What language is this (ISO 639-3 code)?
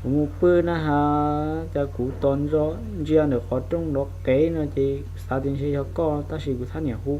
hmn